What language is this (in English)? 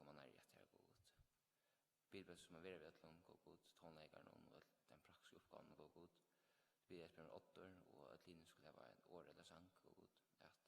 Faroese